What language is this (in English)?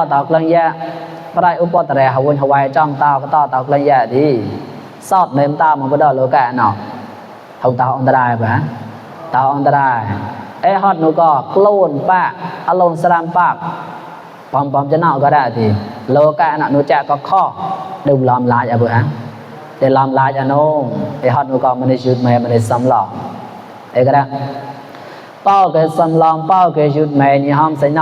Mon